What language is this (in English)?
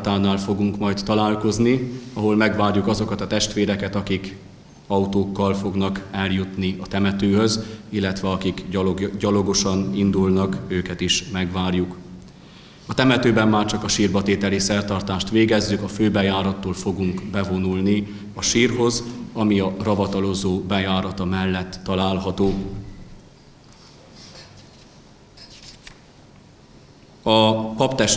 Hungarian